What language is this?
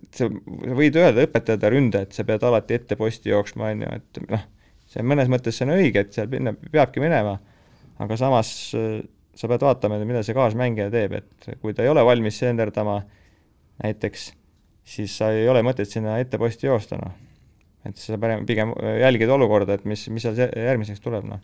Estonian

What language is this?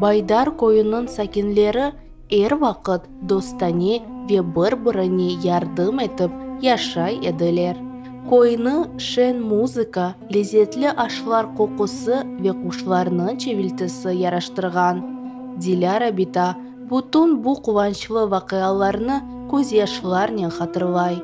Crimean Tatar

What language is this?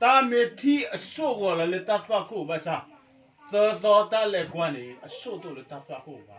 S'gaw Karen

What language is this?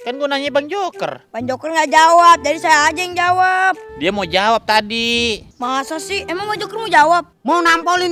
Betawi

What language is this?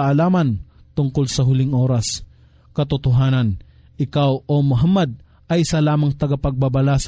Filipino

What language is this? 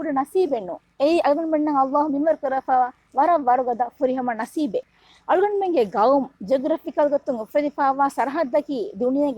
Divehi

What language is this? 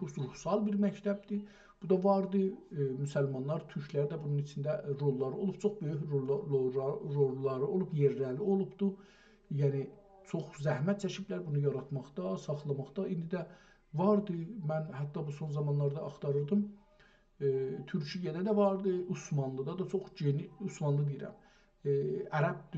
South Azerbaijani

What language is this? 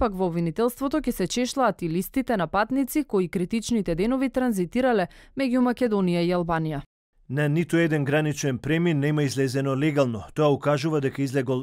Macedonian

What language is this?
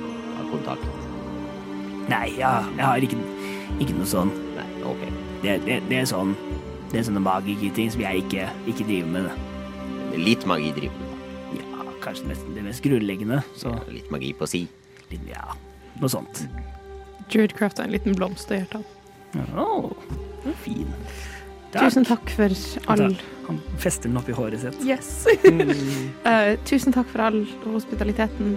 Norwegian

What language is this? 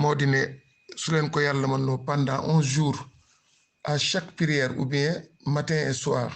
Wolof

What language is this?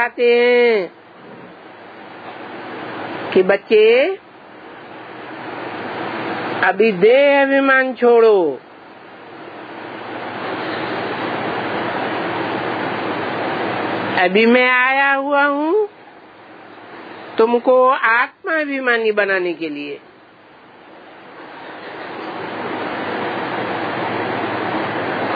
Hindi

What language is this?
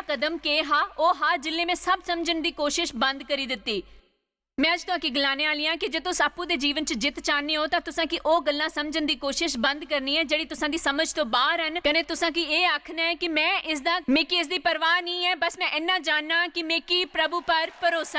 Dogri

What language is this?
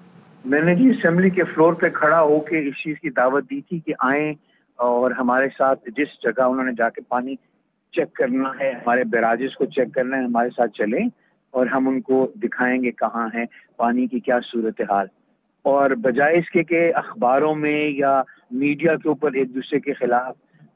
Urdu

